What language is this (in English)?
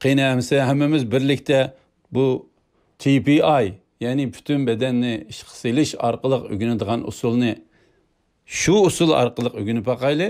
Uyghur